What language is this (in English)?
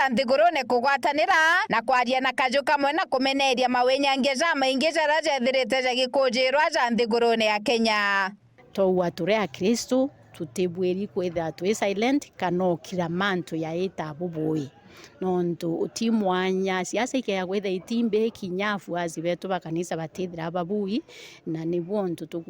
Meru